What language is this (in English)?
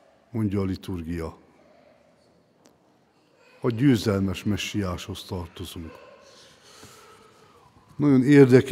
Hungarian